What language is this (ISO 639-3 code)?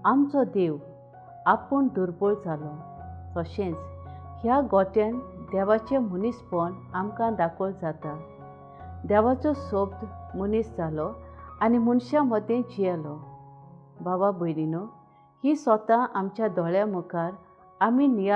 kok